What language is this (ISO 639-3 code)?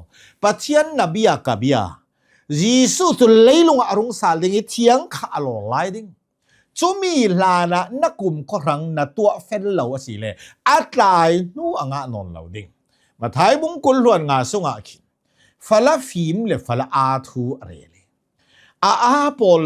cnh